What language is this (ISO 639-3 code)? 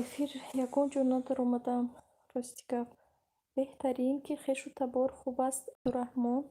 tgk